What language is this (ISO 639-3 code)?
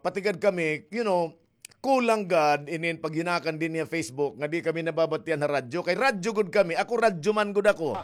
war